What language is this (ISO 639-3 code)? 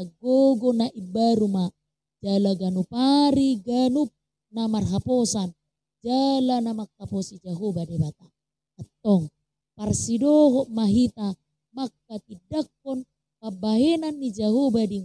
bbc